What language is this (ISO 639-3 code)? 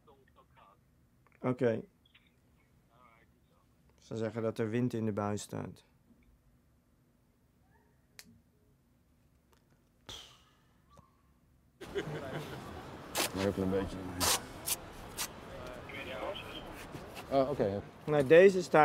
nld